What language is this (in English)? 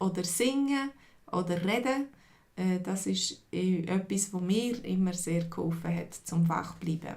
Swiss German